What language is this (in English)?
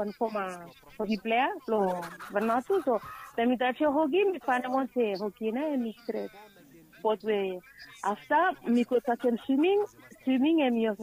Bislama